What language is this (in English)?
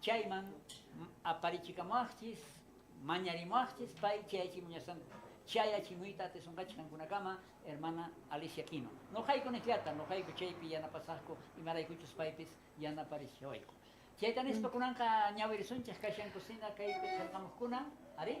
South Bolivian Quechua